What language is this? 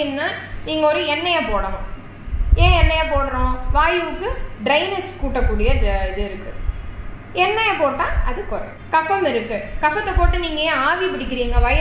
Tamil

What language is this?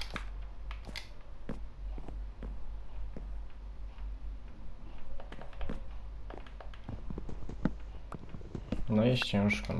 Polish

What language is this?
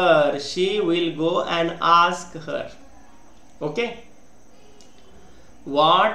Marathi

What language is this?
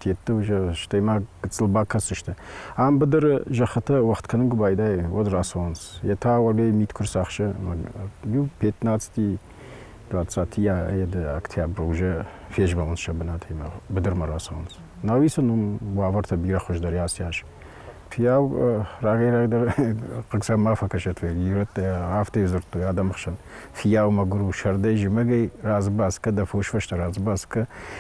Ossetic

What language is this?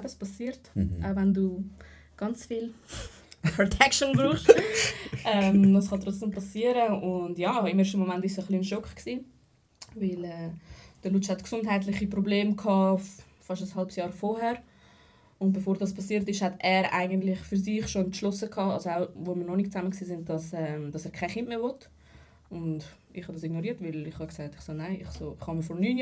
Swiss German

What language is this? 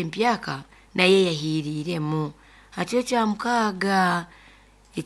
Nyankole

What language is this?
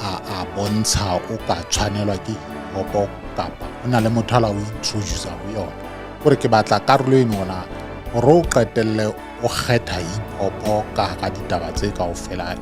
Southern Sotho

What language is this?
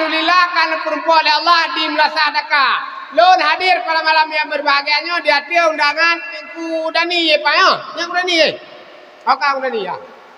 Achinese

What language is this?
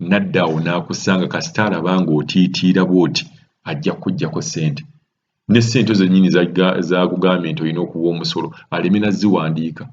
Ganda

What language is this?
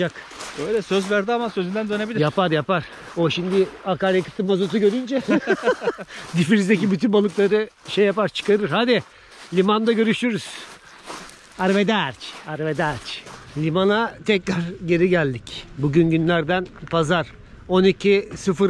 Turkish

